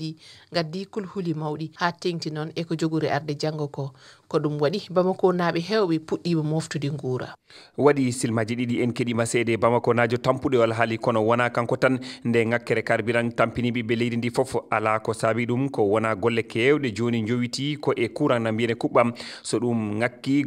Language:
Fula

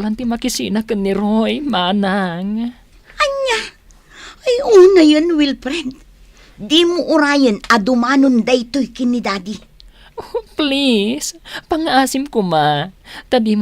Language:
Iloko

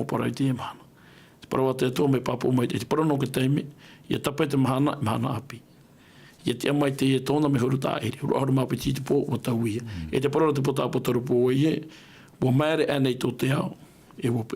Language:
Tahitian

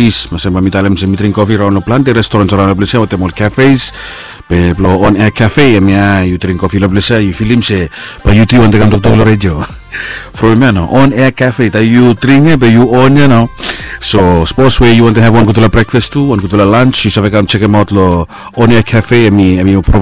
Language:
Bislama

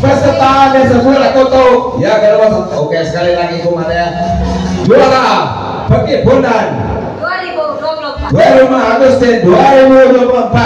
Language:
Iban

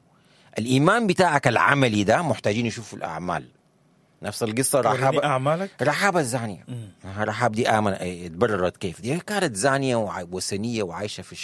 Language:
Sudanese Arabic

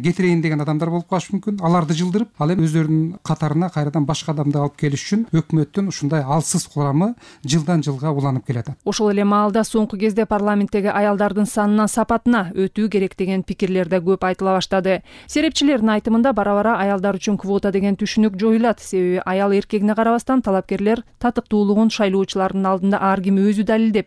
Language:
Kyrgyz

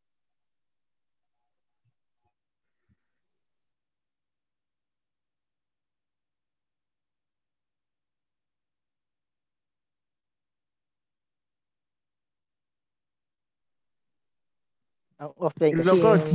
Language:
Filipino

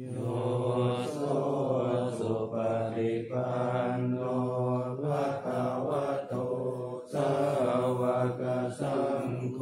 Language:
Pali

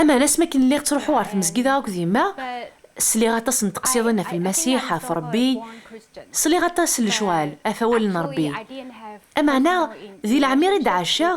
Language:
Kabyle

